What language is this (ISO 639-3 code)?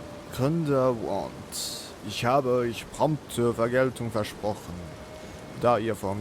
gsw